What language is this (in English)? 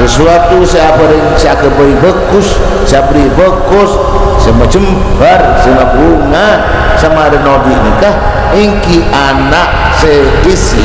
Madurese